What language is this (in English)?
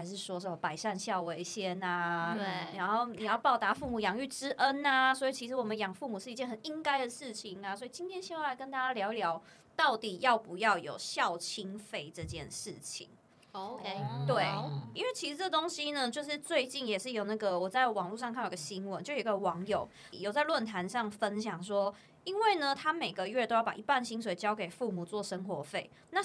Chinese